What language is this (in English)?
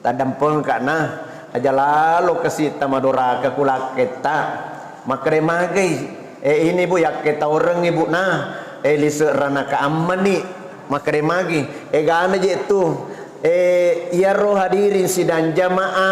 Buginese